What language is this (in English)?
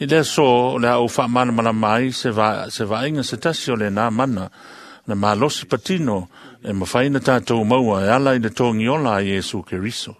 Samoan